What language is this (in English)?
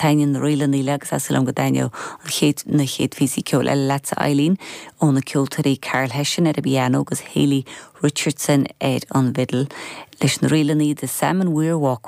Irish